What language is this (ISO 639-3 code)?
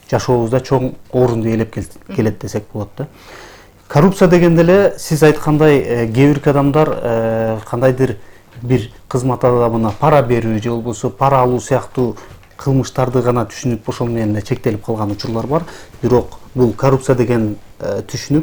kir